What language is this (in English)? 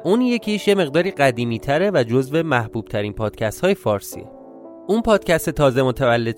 Persian